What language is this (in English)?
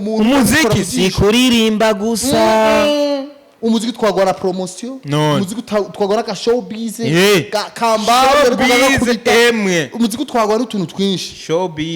Rundi